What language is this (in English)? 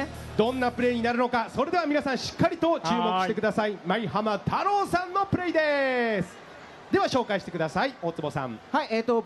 Japanese